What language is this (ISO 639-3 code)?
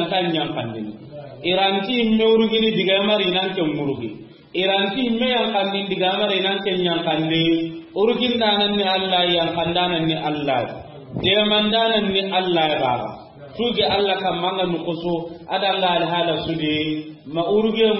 snk